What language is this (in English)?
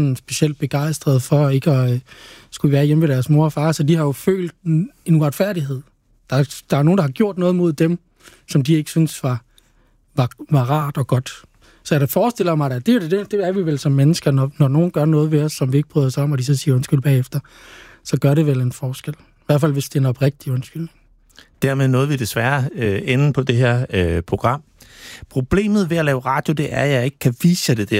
Danish